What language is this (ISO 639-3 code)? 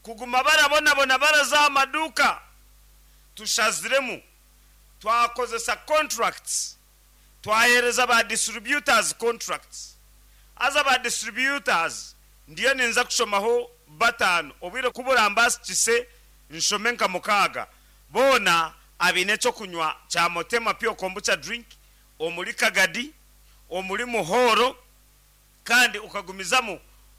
nyn